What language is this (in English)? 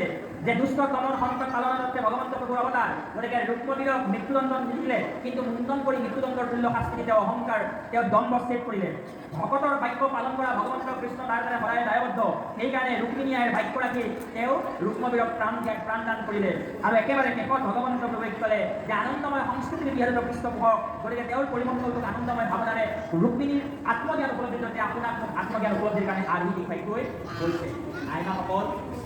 Assamese